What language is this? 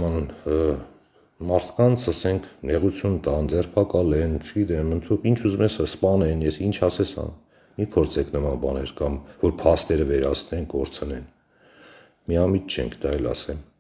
Armenian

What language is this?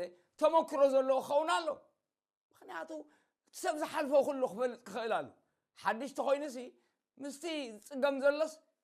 Tigrinya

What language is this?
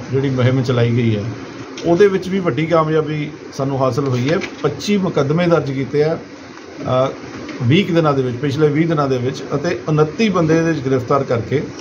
Punjabi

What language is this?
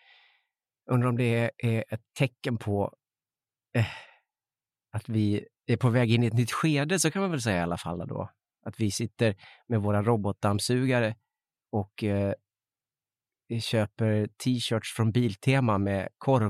Swedish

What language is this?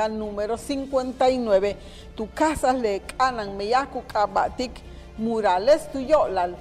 Yucateco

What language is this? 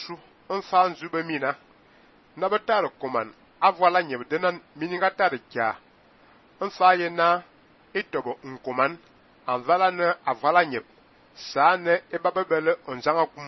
Fang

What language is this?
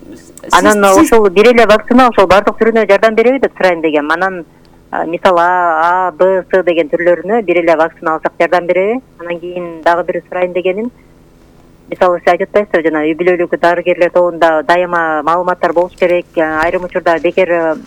Kyrgyz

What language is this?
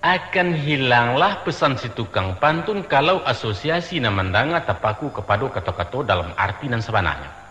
Minangkabau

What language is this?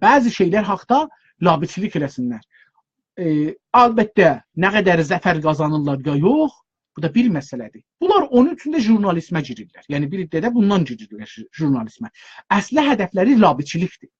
South Azerbaijani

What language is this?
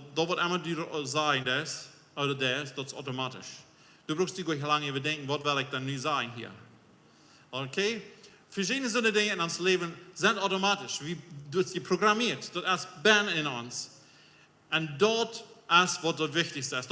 Plautdietsch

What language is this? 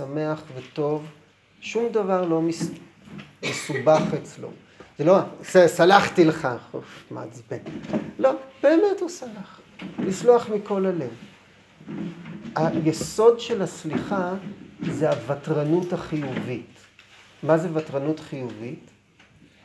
Hebrew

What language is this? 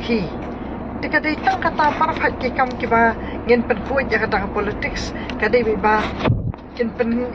Khasi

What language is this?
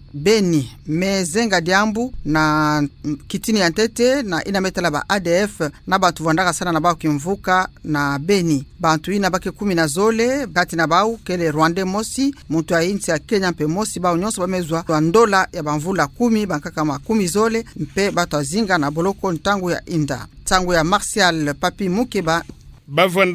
Kituba (Democratic Republic of Congo)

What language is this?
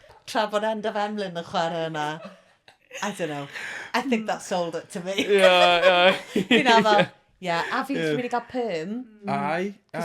Welsh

